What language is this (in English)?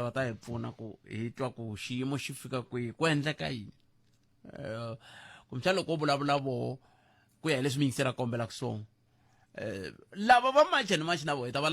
Tsonga